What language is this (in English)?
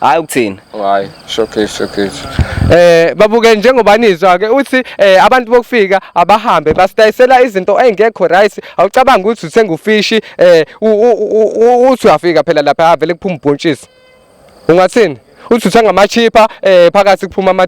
Zulu